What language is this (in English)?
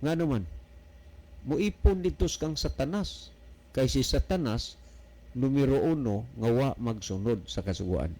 Cebuano